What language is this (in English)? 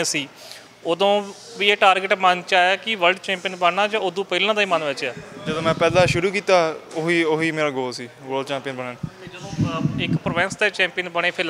Punjabi